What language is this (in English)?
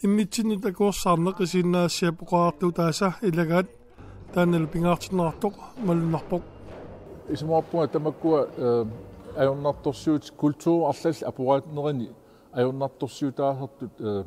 Kalaallisut